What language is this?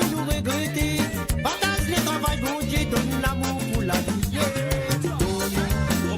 Morisyen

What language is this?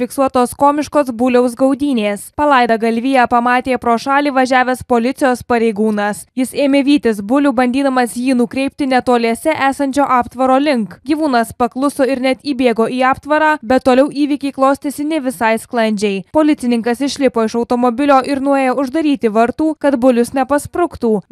Lithuanian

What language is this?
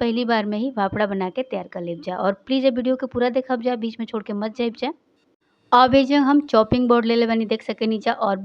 Bhojpuri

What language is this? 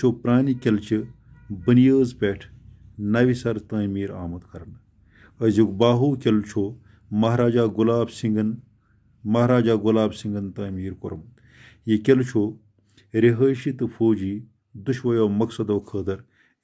Kashmiri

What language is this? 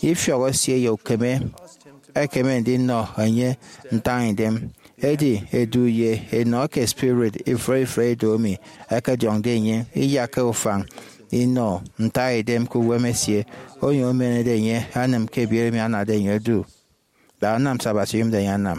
Efik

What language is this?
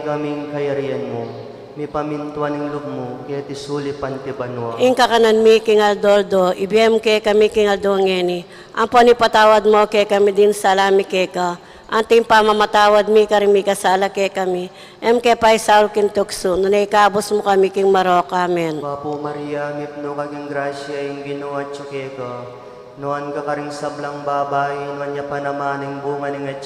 Pampanga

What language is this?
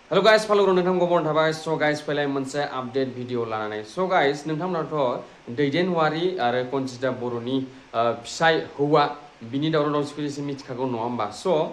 Bodo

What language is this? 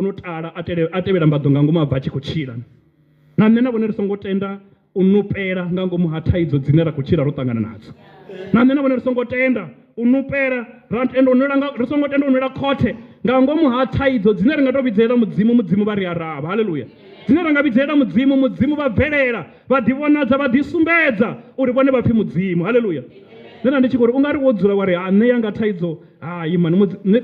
Venda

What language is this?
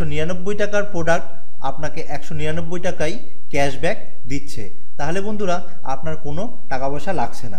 Bangla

